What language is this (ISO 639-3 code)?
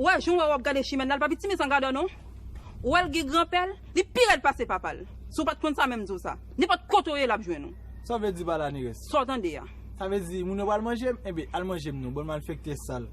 hat